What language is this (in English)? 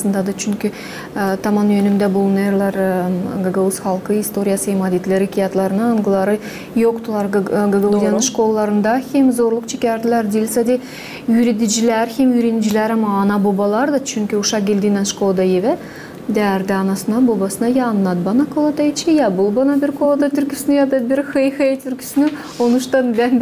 Gagauz